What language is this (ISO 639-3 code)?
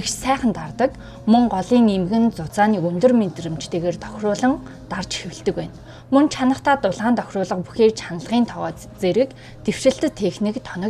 mon